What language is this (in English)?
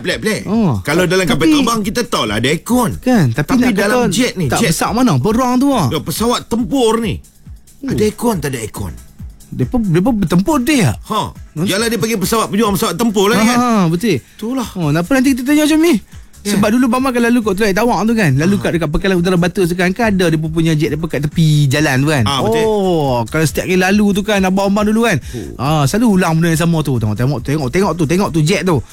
Malay